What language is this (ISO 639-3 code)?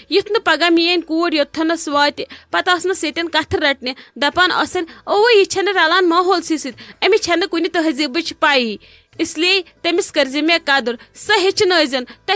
kas